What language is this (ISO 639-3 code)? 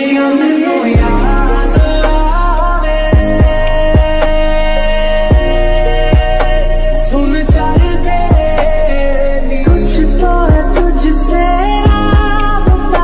hin